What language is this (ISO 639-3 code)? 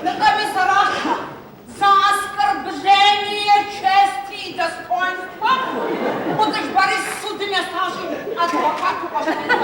kbd